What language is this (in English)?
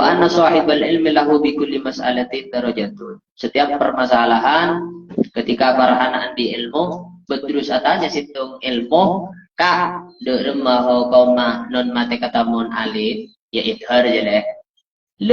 Madurese